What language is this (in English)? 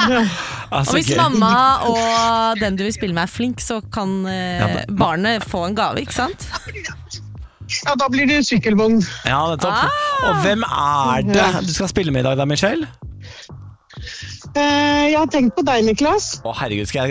Norwegian